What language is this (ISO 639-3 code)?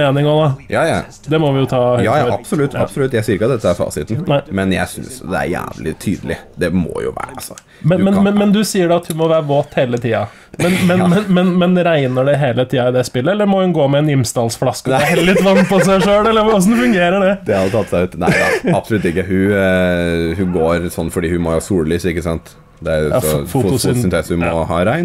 nor